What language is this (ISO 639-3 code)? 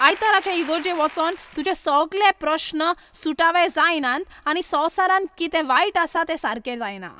kok